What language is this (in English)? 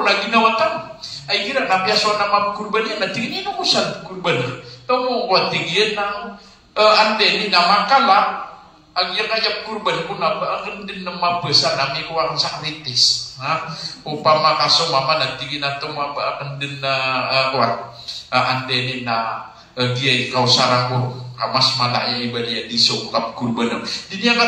Maranao